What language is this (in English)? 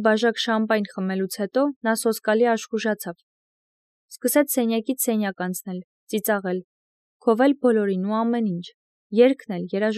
Armenian